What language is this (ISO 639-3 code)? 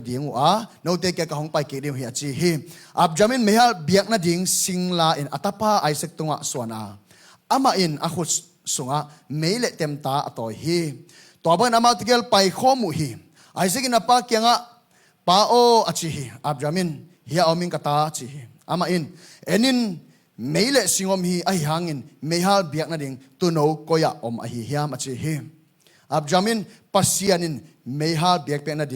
ctd